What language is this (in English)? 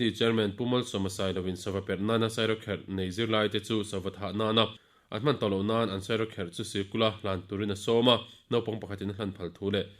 Mizo